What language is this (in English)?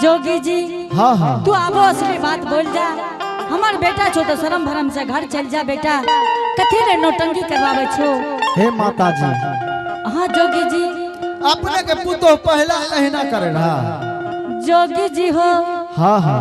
Angika